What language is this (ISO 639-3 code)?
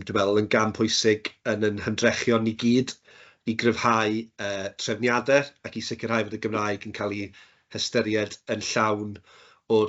cym